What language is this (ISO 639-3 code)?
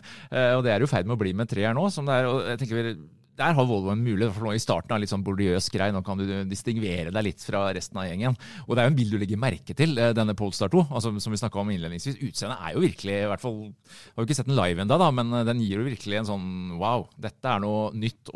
nor